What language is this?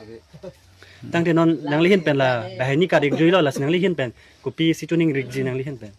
Karbi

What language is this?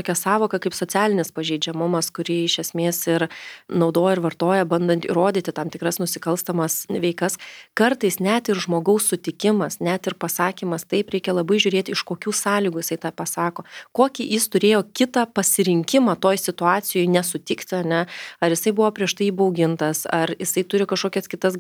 Lithuanian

